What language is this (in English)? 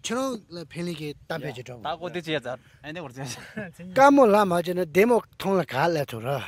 Tibetan